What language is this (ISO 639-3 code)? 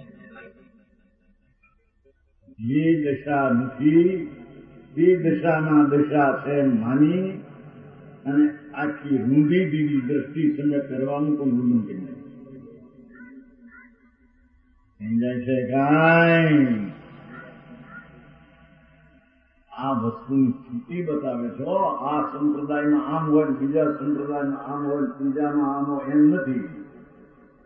guj